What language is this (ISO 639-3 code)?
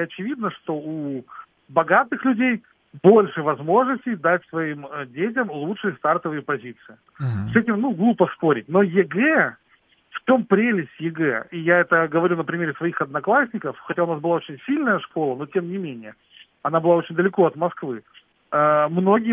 rus